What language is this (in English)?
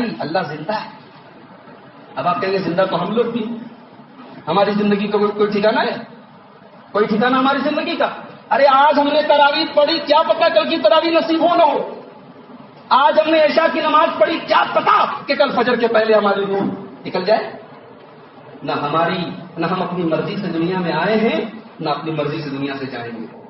Urdu